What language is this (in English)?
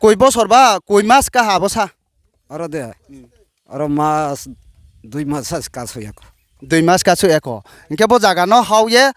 Riang (India)